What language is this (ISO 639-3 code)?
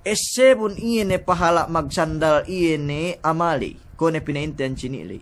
yka